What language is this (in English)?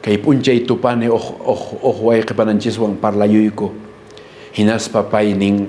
Quechua